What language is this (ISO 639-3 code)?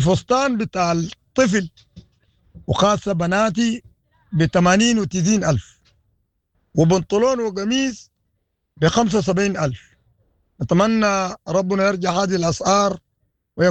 apd